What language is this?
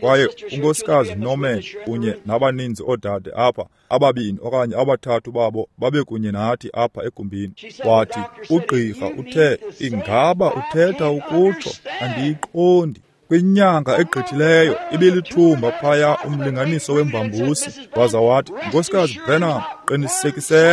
Xhosa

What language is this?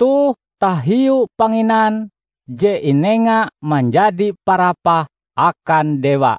Ngaju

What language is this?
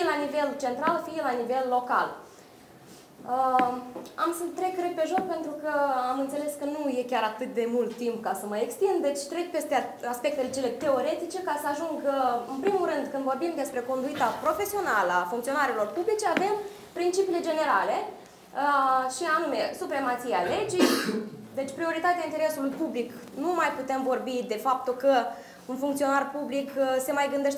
Romanian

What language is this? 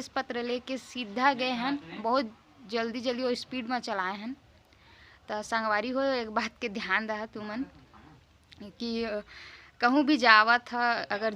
Chhattisgarhi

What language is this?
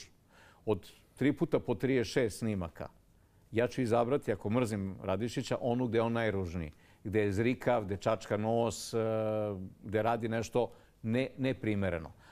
Serbian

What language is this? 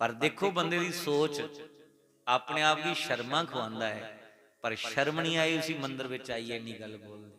Dogri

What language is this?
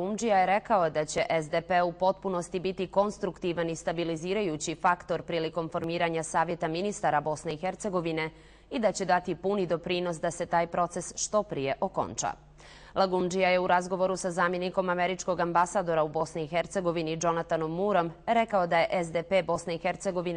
Bosnian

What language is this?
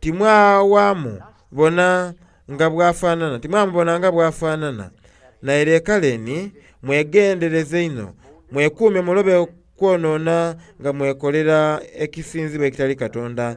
Soga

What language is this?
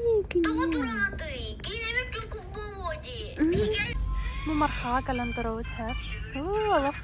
Yakut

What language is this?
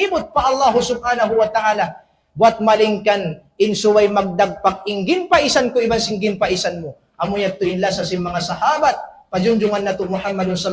Tausug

